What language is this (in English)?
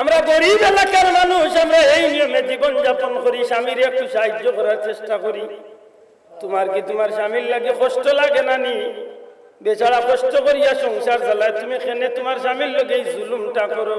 Sylheti